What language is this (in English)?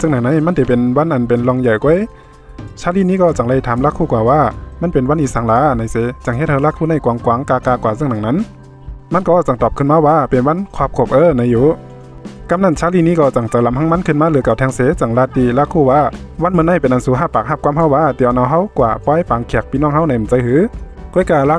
Shan